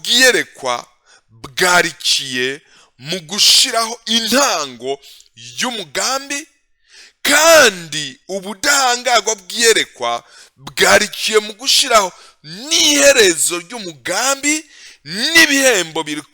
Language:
Rundi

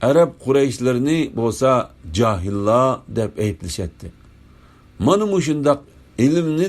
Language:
Uyghur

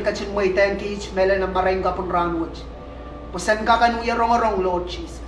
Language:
Pohnpeian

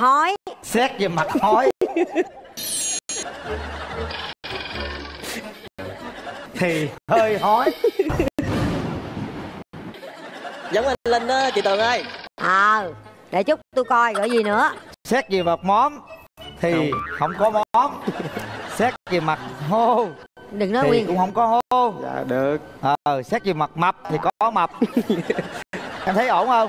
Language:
Vietnamese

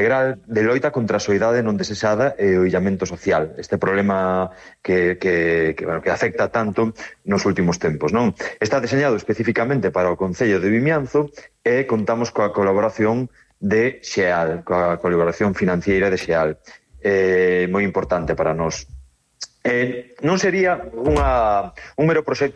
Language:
Galician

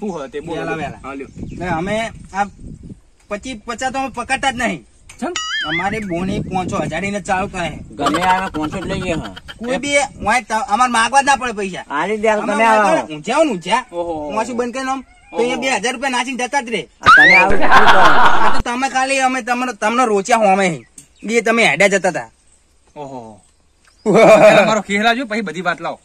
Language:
Gujarati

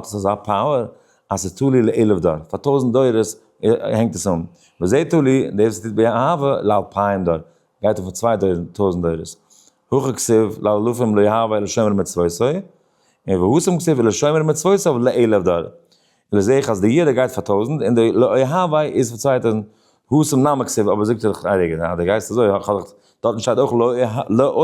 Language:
Yiddish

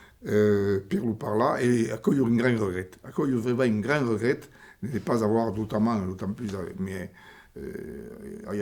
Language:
Occitan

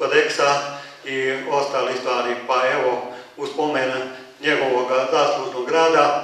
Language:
Croatian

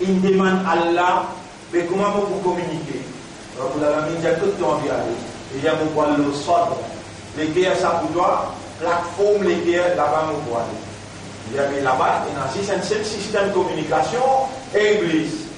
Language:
Morisyen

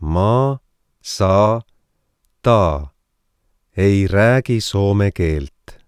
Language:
Estonian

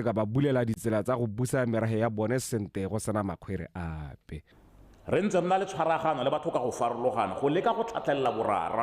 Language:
Tswana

